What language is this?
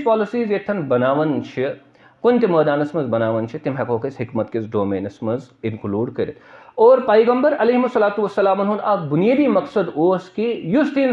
Kashmiri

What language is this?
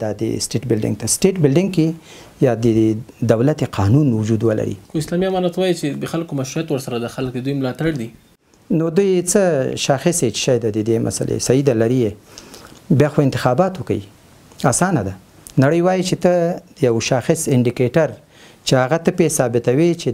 Pashto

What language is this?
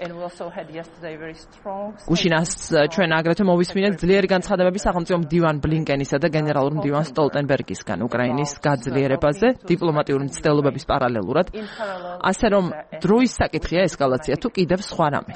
Georgian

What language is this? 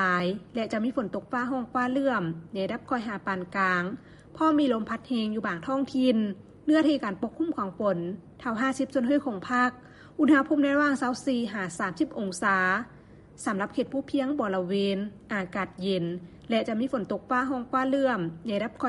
Lao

